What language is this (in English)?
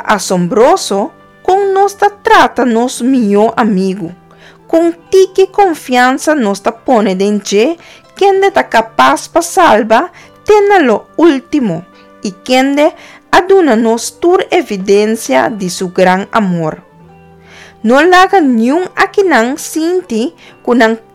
Papiamento